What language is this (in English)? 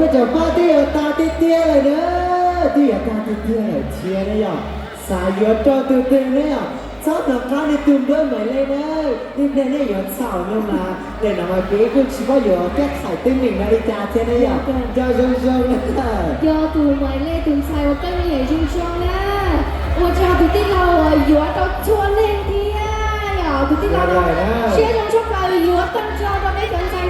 Hmong